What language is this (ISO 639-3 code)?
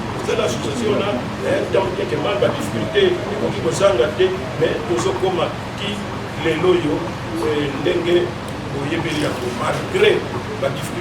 lin